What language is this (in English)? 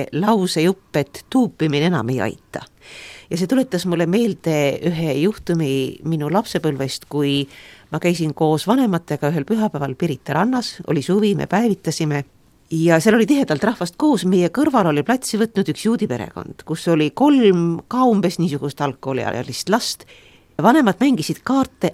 Estonian